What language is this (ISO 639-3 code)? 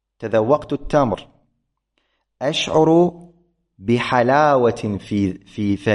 ara